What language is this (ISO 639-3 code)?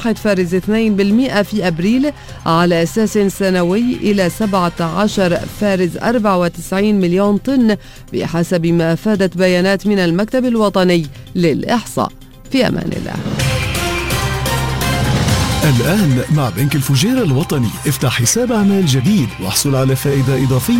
ara